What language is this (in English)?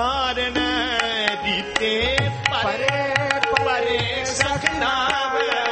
Punjabi